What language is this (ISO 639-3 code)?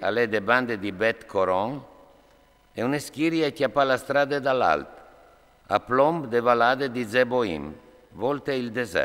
fur